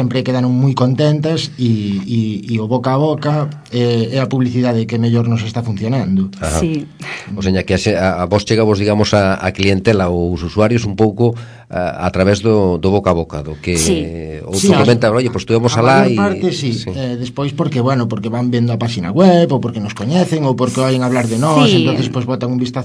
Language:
Galician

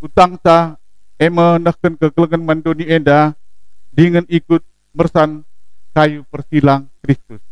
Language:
Batak Karo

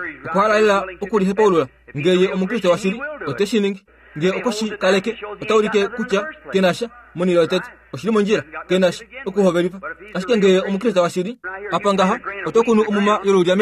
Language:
Kuanyama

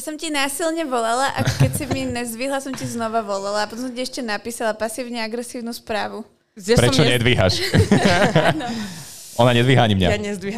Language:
Slovak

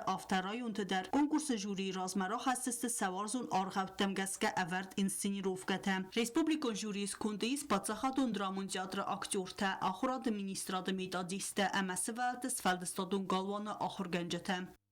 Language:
Ossetic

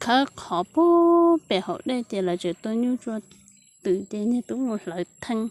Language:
Hmong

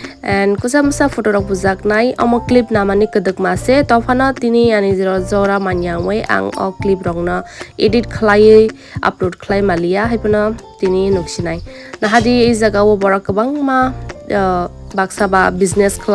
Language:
Kok Borok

